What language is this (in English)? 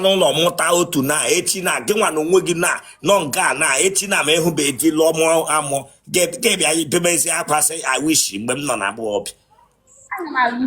Igbo